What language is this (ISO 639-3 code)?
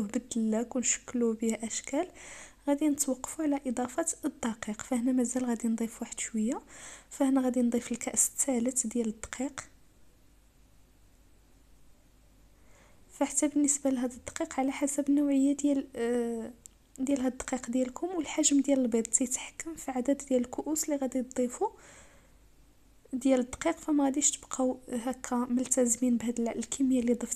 ary